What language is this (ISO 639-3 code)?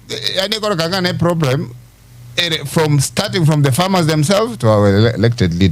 guz